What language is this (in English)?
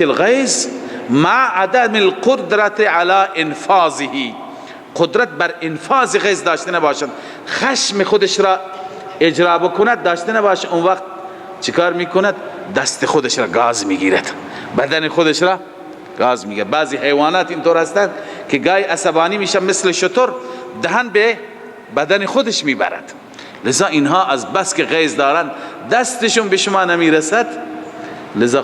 Persian